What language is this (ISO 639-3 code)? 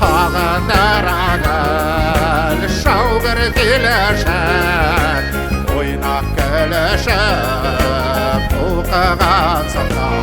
bak